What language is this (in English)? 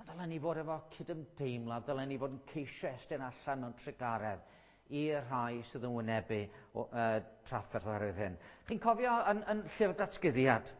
Welsh